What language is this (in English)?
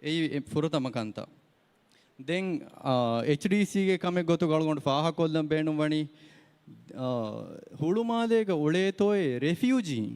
Divehi